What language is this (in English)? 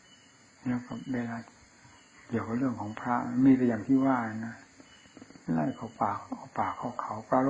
Thai